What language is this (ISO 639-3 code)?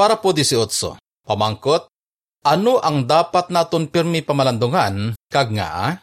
hil